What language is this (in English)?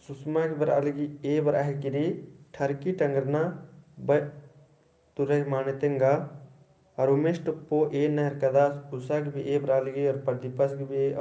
Kurukh